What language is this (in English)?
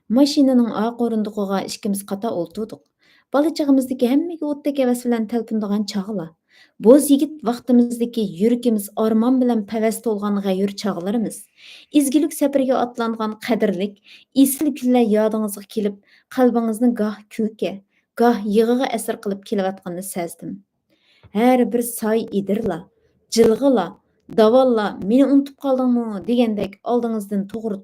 Uyghur